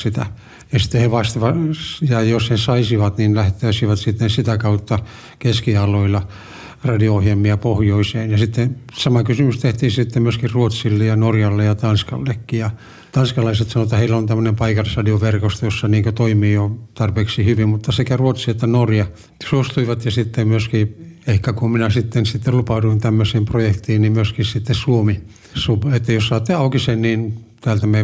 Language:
Finnish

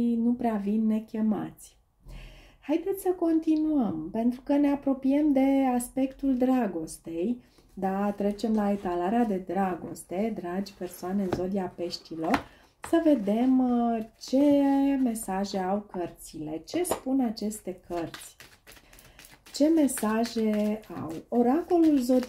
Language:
Romanian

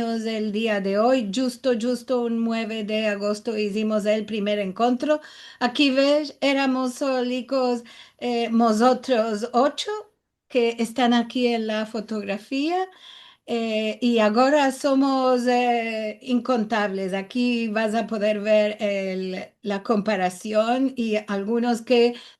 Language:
Ladino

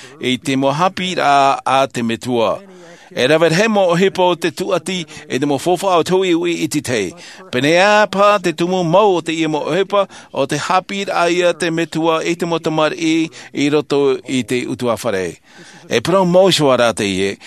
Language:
Tahitian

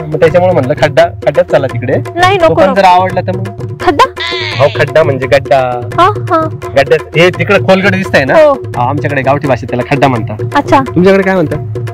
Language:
Marathi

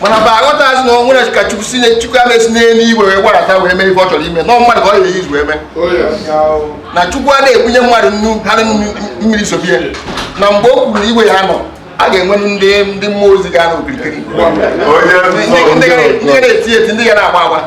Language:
Igbo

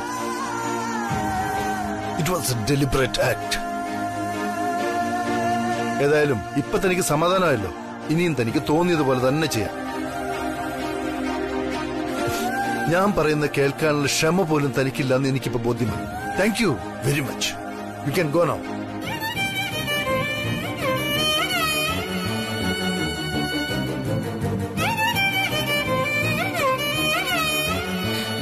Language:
Malayalam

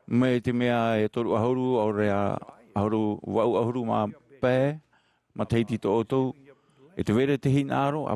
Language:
Tahitian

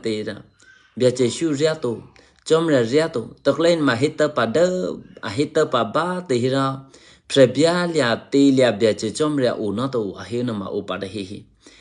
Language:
Eastern Kayah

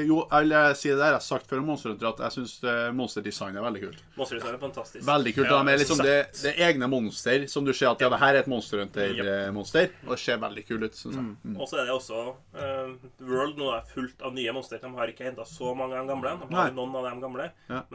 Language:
Norwegian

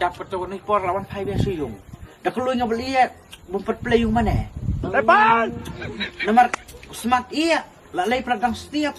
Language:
Khasi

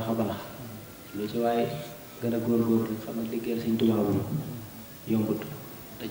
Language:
Wolof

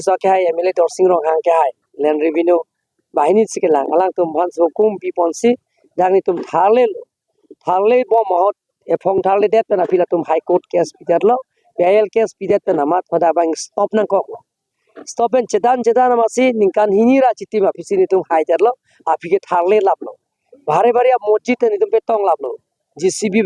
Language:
Karbi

